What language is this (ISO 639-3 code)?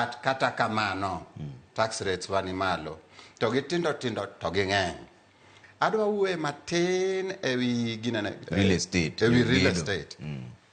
luo